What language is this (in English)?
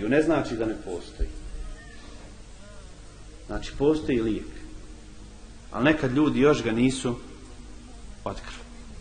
Bosnian